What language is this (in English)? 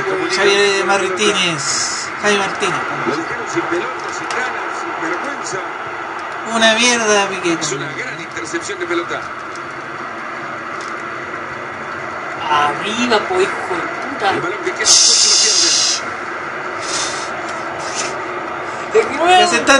Spanish